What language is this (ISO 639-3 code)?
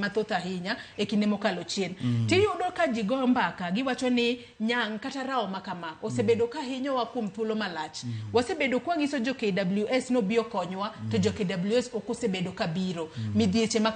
luo